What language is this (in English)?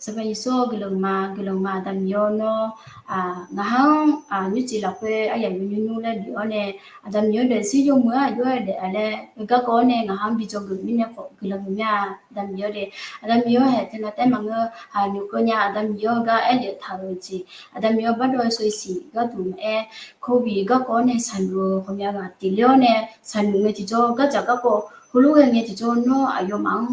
Akha